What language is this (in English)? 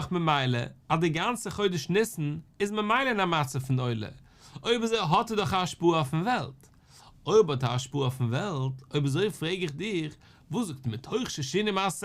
Yiddish